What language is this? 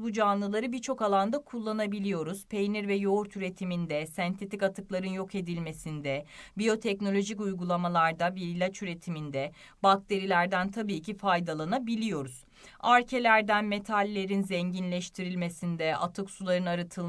Turkish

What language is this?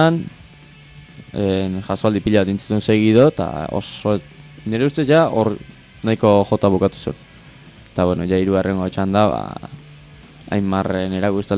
Basque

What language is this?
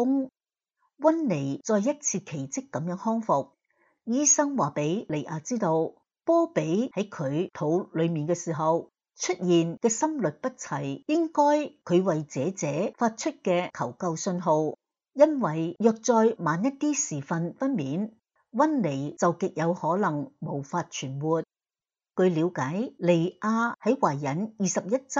Cantonese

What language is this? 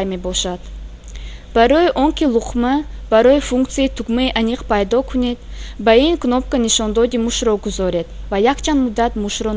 Tajik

